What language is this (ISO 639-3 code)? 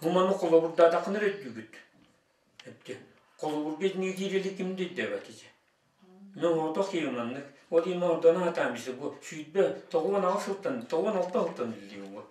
sah